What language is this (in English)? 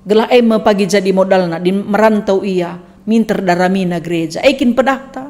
Batak Karo